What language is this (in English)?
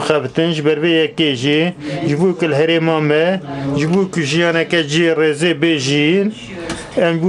Kurdish